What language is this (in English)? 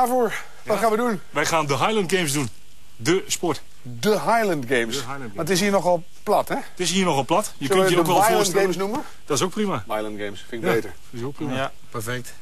Dutch